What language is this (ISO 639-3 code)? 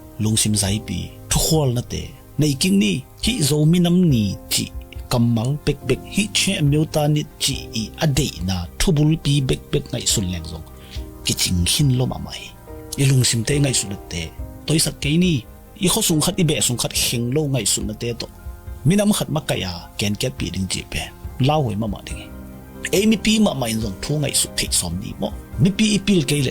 ctd